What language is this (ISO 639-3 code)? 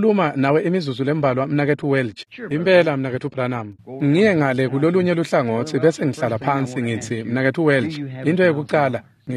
ssw